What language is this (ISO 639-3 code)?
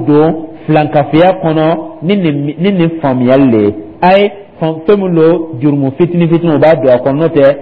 dyu